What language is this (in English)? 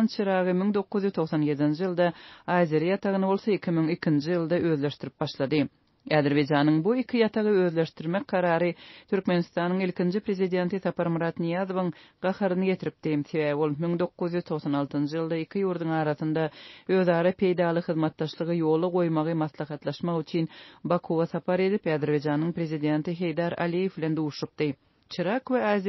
Turkmen